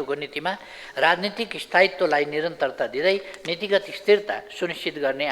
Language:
Nepali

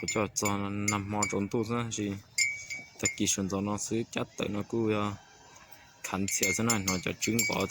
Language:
Hmong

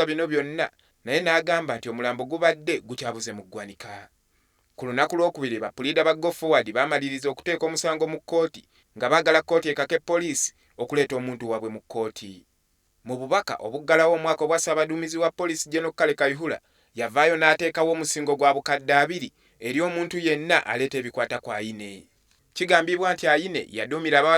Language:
Ganda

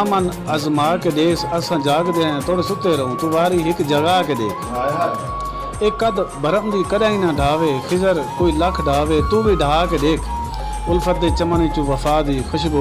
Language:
Saraiki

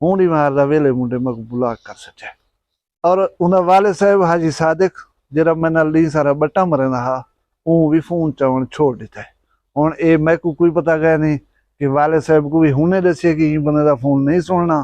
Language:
Saraiki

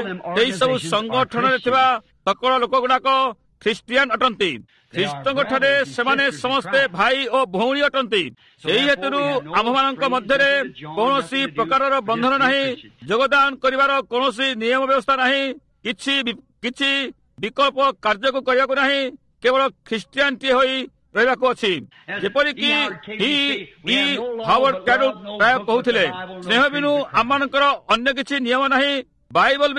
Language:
Odia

